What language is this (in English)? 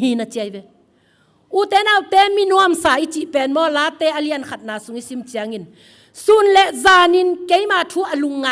Tedim Chin